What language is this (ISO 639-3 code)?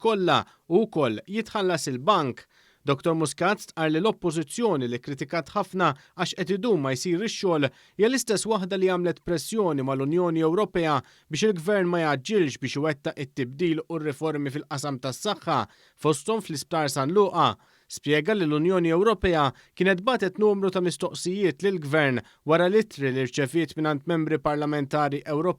mlt